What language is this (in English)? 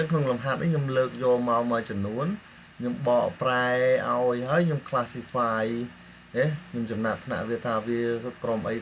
Khmer